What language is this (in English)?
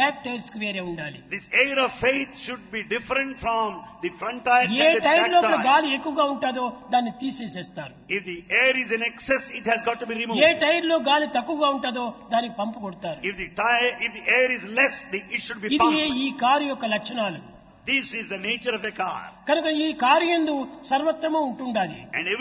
Telugu